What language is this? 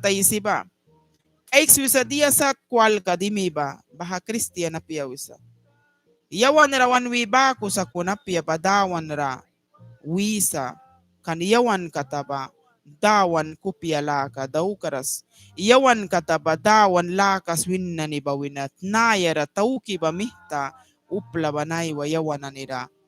Mískito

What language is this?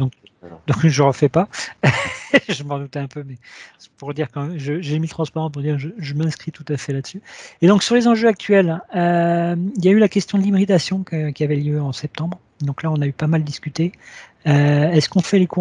French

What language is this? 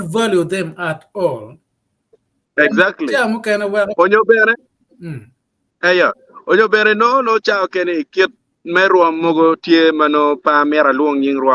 Acoli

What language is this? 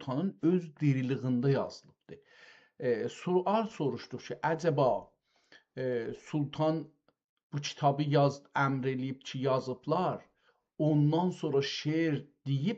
South Azerbaijani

